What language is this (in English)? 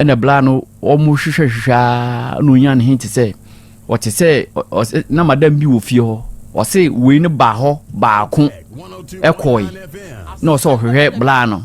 Akan